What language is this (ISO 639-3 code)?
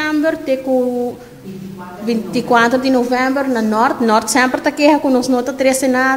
pap